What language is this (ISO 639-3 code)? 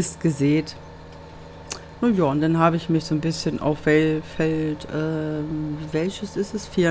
deu